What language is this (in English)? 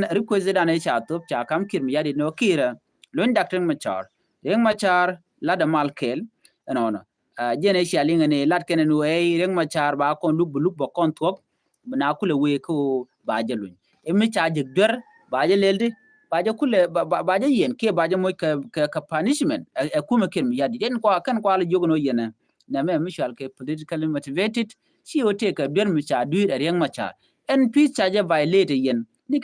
Nuer